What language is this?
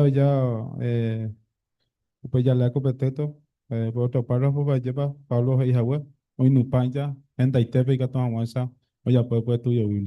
Guarani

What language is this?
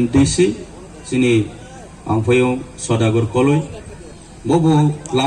Riang (India)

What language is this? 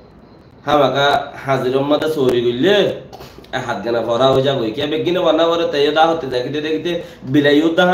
Rohingya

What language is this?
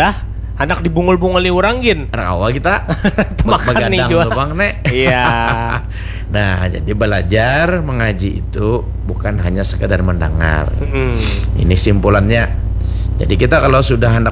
Banjar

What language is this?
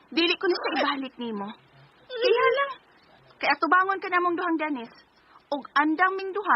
Cebuano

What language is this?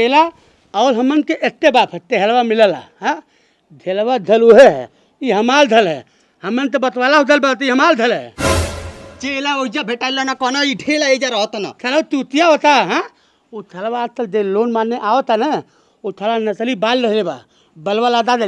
Bhojpuri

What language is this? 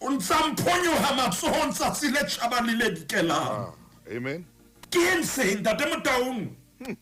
Southern Sotho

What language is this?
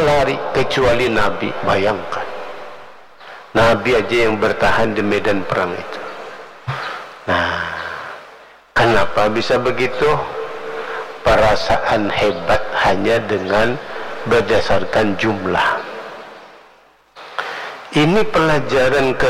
Indonesian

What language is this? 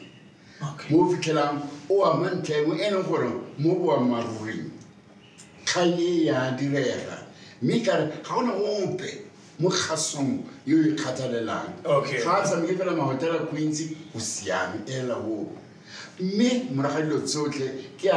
Tswana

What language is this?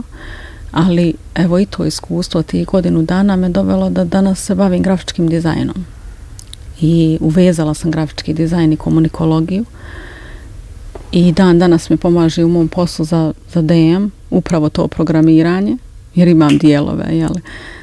Bosnian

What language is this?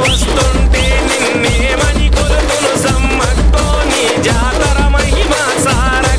Telugu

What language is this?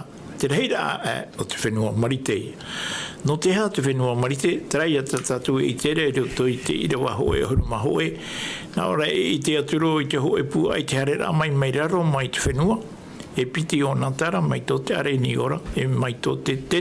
Tahitian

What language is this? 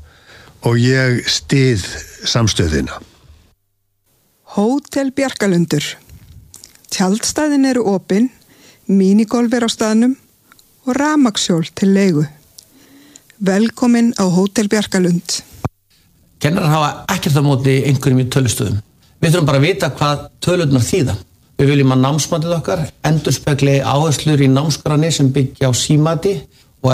Icelandic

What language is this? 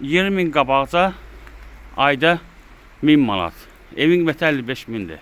Azerbaijani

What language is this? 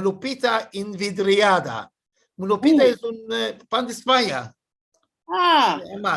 Ladino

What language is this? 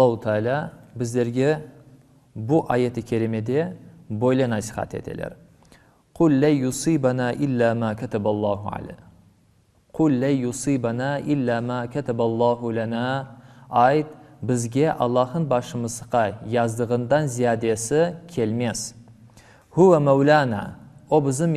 Crimean Tatar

